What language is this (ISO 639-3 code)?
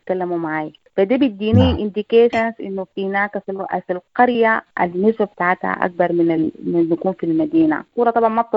apd